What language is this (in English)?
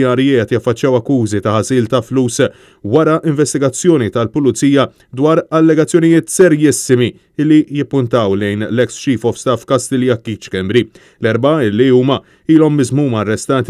Maltese